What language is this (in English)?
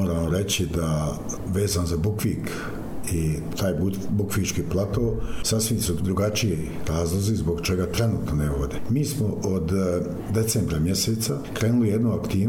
Bosnian